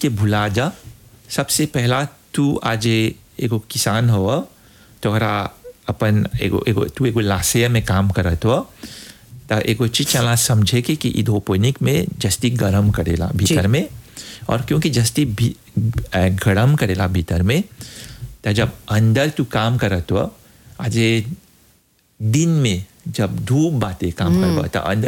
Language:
Bhojpuri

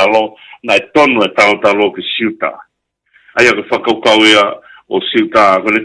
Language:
Tongan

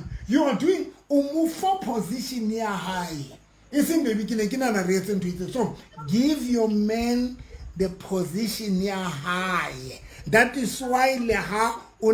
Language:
Southern Sotho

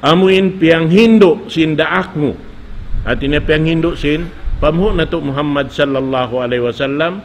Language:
Tausug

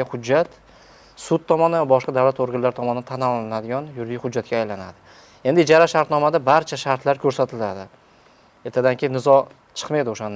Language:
Uzbek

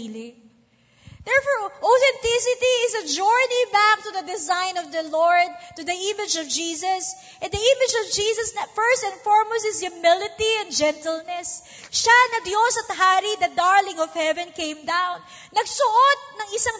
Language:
Filipino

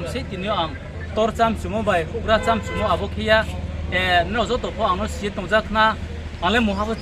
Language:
Riang (India)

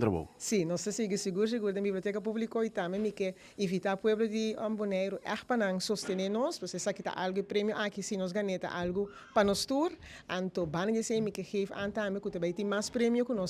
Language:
Papiamento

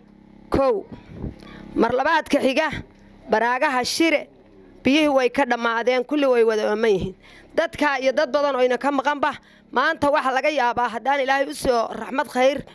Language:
Somali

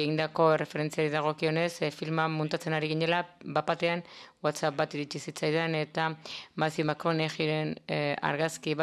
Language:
Basque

